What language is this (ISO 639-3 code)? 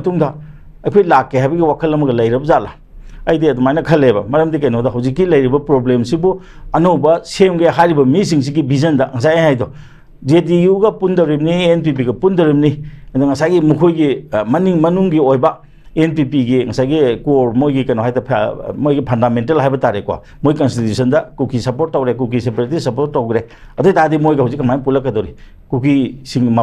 mni